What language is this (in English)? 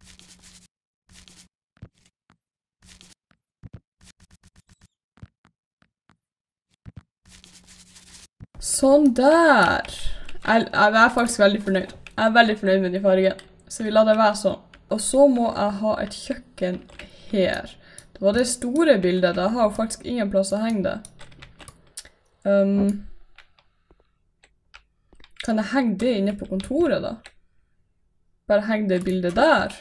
Norwegian